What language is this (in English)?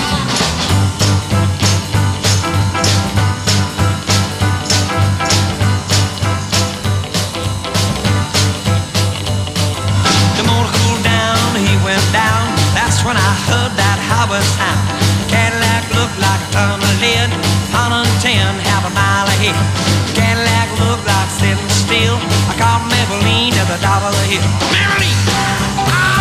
English